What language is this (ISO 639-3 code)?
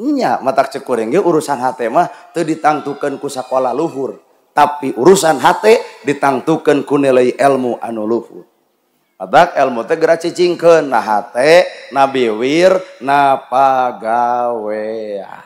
sun